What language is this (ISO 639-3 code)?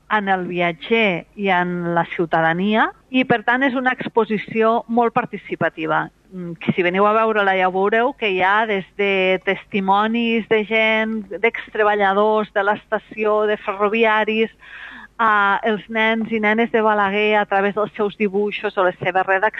cat